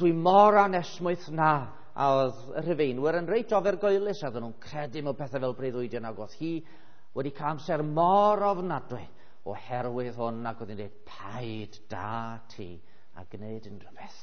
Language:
Welsh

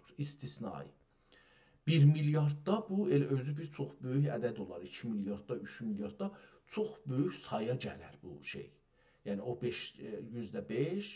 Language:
South Azerbaijani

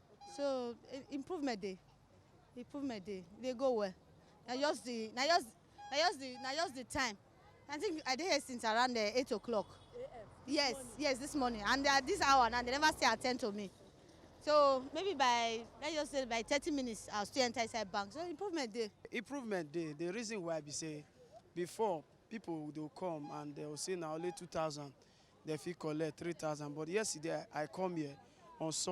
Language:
Nigerian Pidgin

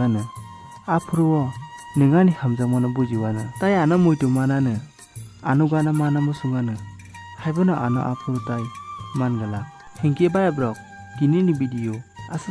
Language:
Kok Borok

